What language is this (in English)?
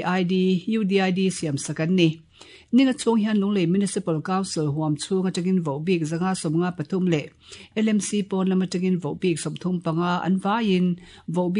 Mizo